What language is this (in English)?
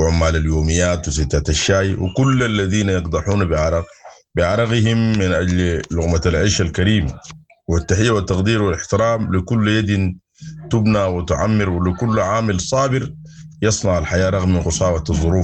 Sudanese Arabic